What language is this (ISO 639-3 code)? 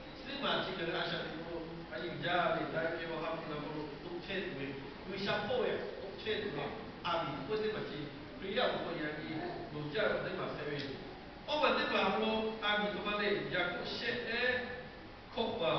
lhu